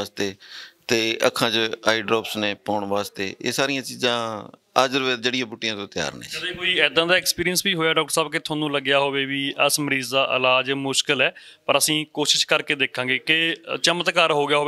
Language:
Punjabi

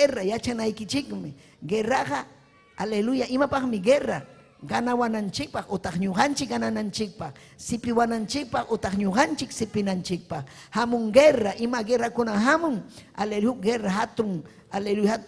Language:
Ayacucho Quechua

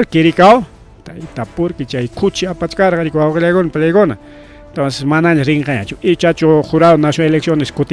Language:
Ayacucho Quechua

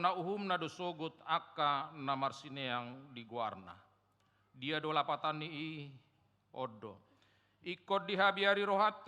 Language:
Batak Toba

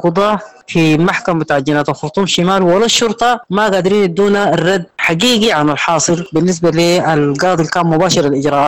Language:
Sudanese Arabic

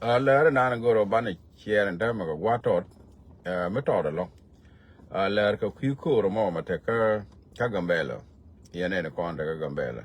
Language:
Nuer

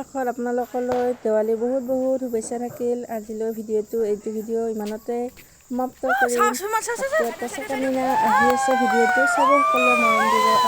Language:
Assamese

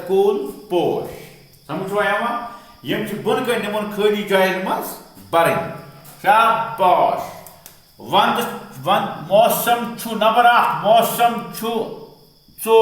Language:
Kashmiri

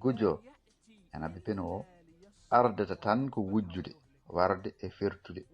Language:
Fula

